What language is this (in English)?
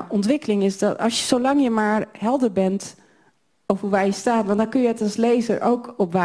Dutch